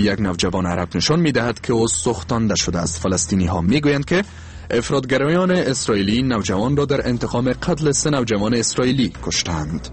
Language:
Persian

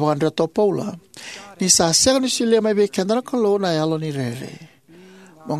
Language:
Fijian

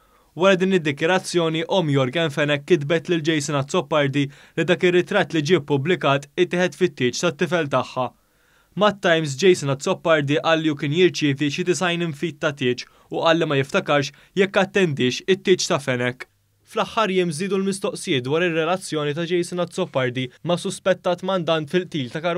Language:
Maltese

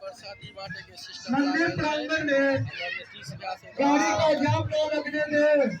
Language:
Maithili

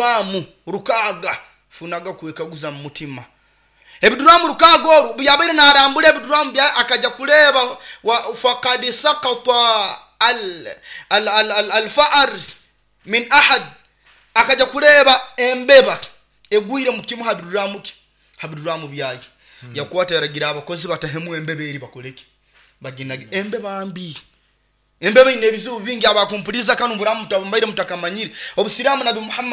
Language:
Nyoro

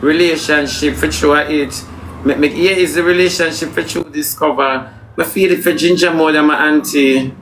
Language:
Jamaican Creole English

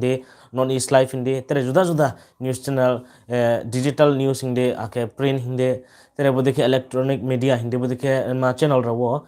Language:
Riang (India)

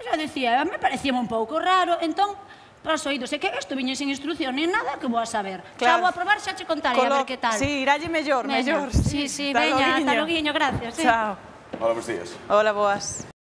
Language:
Galician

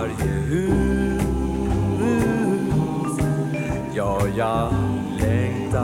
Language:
Swedish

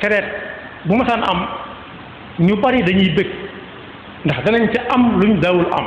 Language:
Wolof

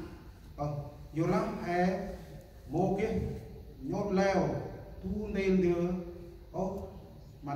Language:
Central Mnong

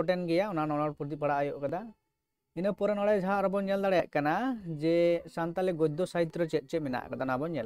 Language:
Santali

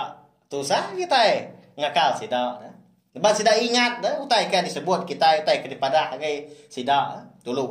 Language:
Iban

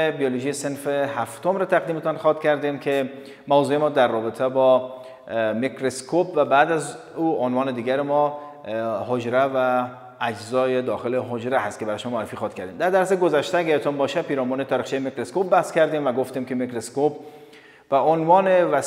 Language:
Persian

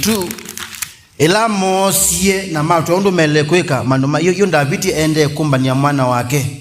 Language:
Kamba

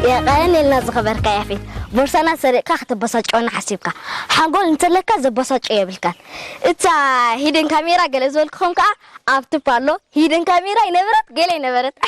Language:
Tigrinya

